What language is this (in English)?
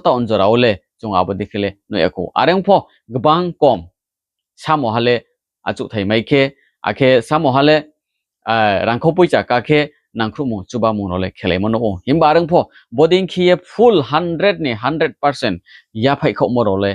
Riang (India)